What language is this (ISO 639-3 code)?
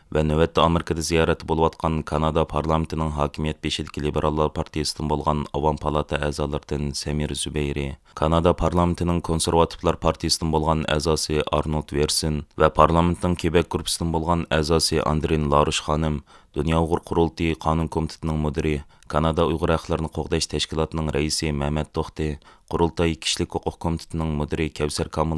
uig